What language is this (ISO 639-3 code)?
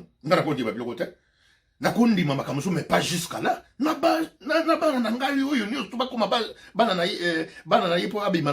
lin